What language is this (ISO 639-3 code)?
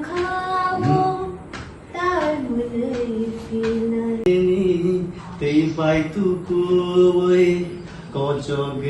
trp